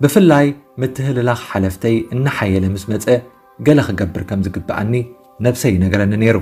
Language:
Tigrinya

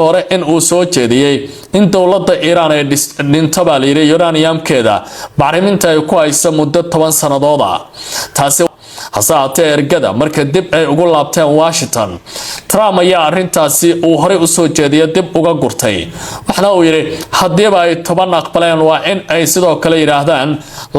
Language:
Somali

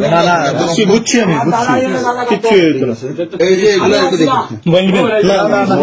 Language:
Sylheti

